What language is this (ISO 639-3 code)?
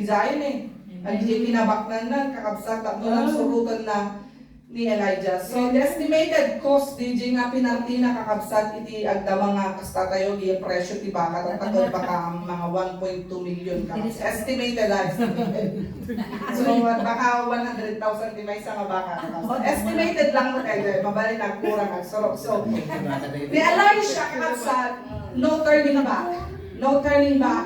ilo